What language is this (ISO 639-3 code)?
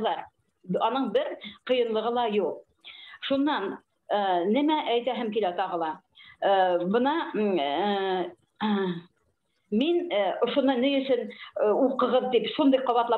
bak